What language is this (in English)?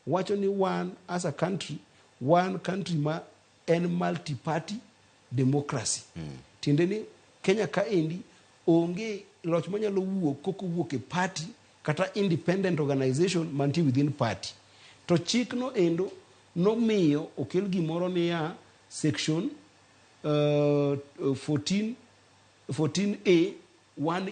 Luo (Kenya and Tanzania)